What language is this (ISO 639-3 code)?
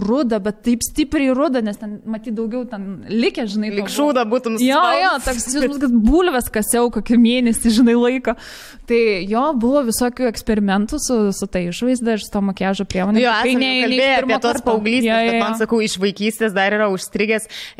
lit